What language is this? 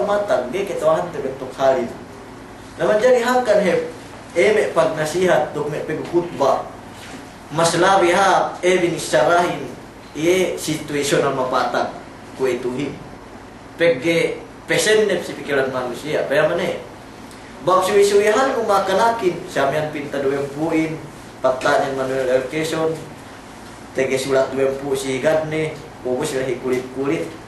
Yakan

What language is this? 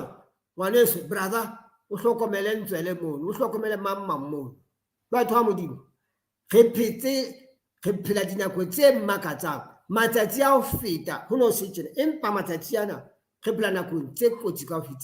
Southern Sotho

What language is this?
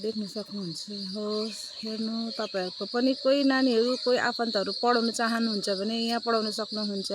Nepali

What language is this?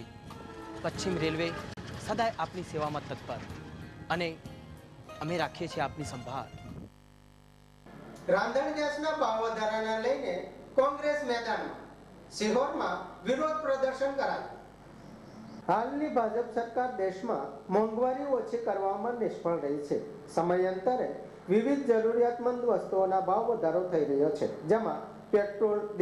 Gujarati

